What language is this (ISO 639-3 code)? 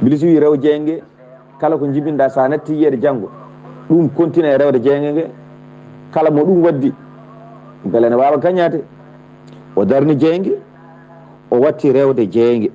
ful